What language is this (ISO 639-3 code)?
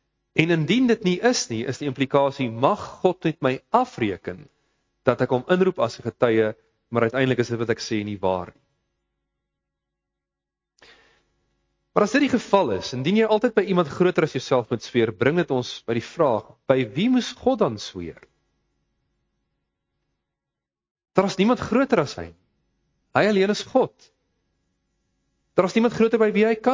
afr